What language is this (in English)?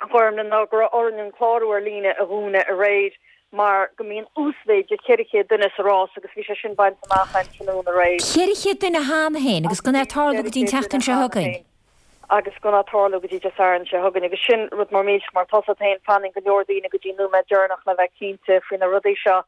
Irish